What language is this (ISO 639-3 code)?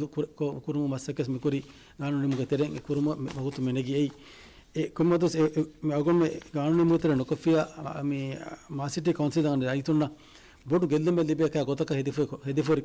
div